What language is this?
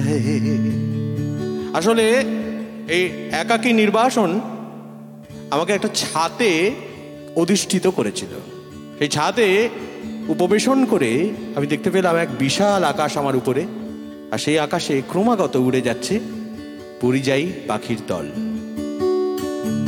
Bangla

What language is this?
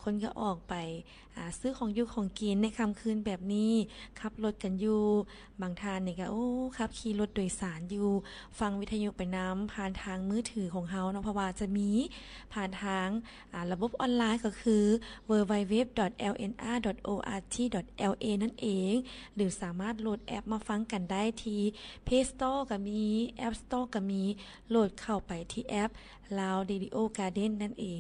Lao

